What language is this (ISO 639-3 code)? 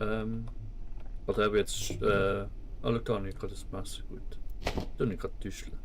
gsw